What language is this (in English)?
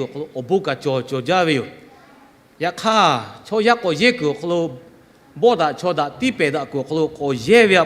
Lahu